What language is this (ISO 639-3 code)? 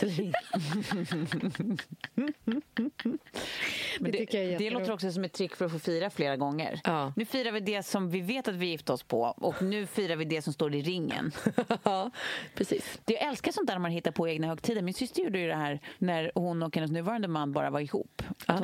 swe